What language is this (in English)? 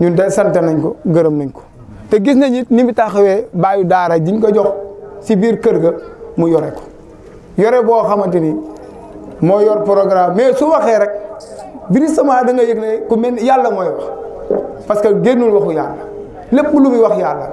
Wolof